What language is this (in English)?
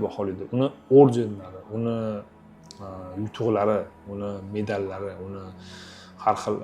Uzbek